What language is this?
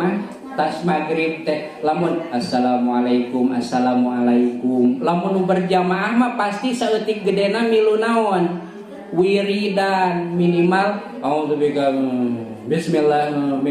Sundanese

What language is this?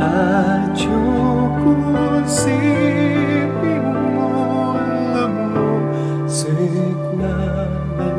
Pampanga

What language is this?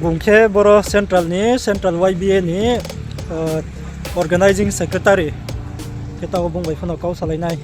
Riang (India)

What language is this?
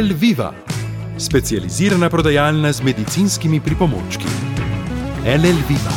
Slovenian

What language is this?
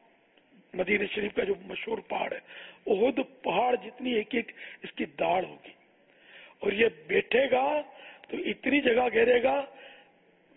Urdu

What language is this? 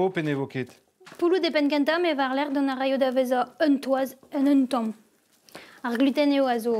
Breton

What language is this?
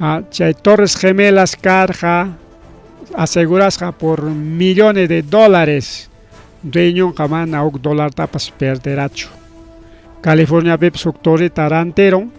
Ayacucho Quechua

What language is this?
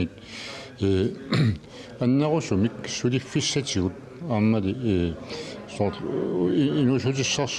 Kalaallisut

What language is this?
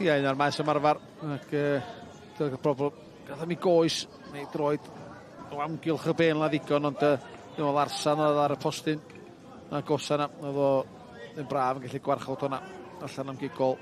Welsh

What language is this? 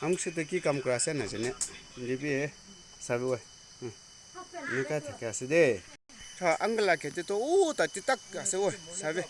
Naga Pidgin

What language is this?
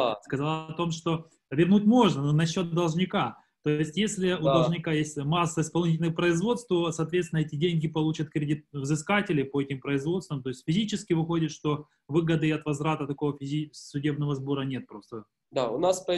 Russian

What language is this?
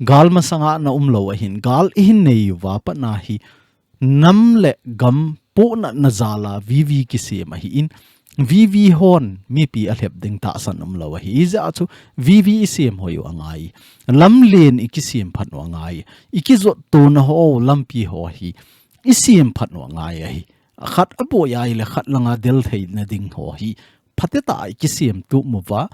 Thado Chin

